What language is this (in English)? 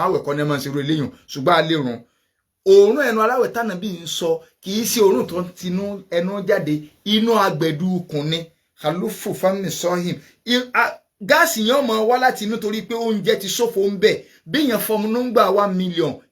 Yoruba